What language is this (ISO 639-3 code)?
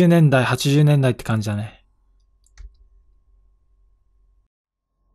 jpn